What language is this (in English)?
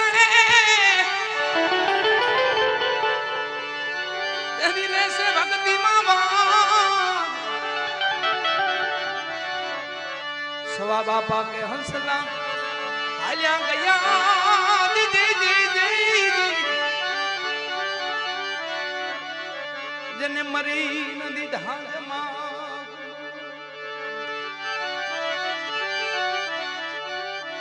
Gujarati